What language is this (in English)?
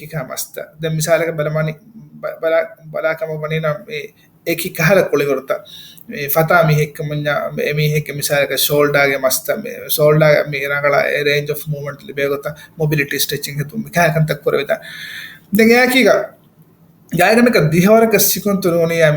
Divehi